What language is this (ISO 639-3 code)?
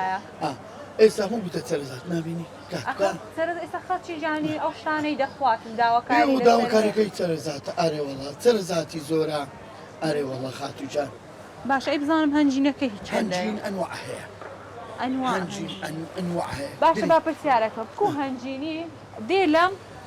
ckb